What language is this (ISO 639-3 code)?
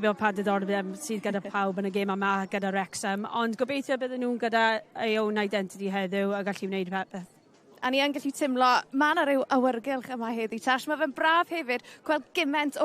cym